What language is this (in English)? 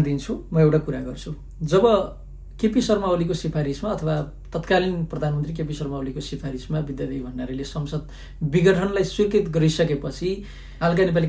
Nepali